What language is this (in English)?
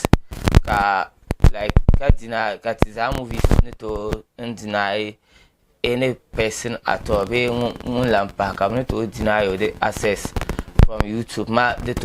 Dagbani